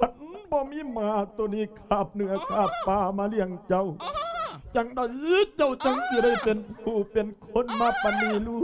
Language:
Lao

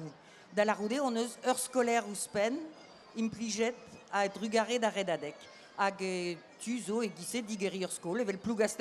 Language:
Breton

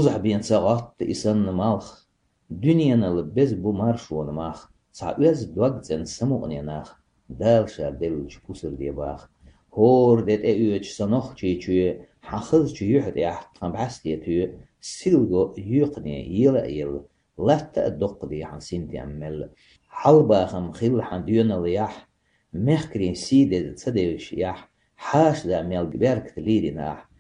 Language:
Chechen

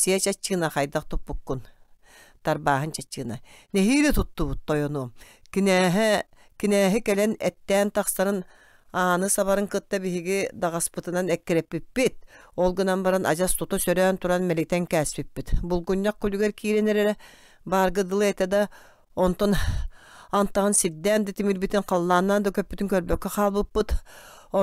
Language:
Yakut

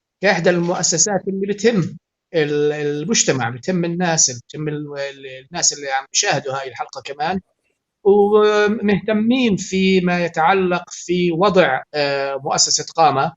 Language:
North Levantine Arabic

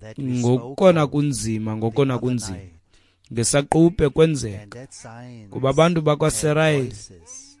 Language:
Xhosa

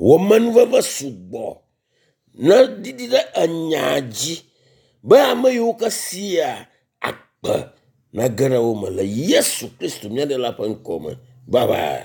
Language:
Ewe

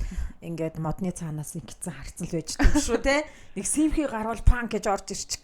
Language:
Mongolian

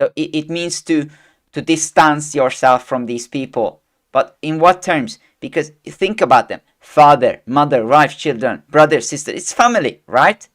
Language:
English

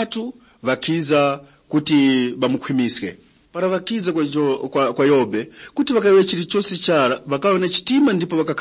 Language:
Tumbuka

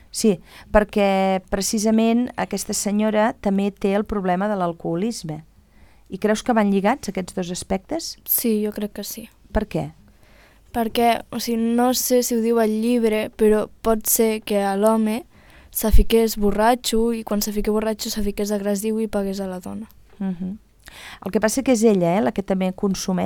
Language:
Catalan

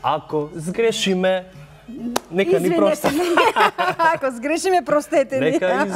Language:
Macedonian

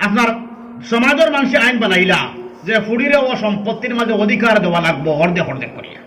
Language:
Sylheti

